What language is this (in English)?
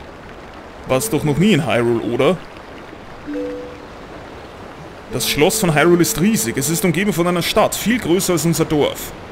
German